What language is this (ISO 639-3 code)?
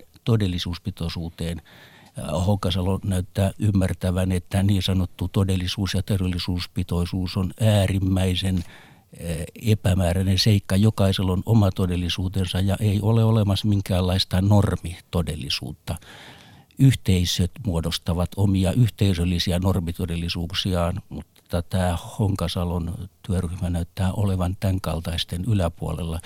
fin